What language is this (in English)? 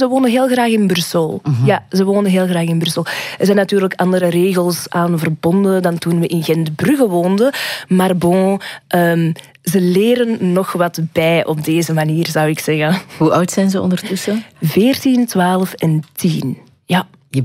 Dutch